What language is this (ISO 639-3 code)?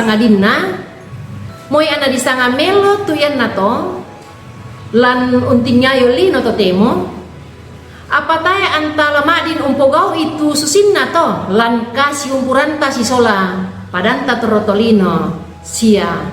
sda